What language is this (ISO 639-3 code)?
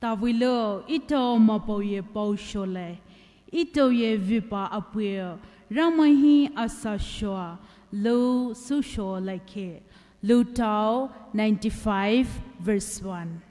pmx